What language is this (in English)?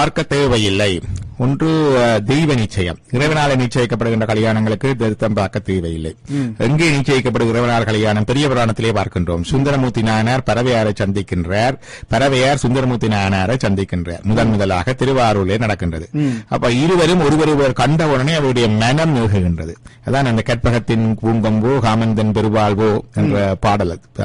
Tamil